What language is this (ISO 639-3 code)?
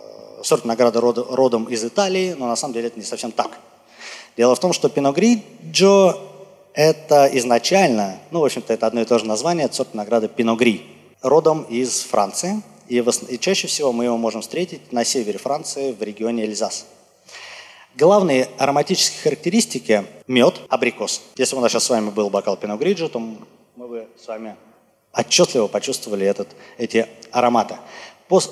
rus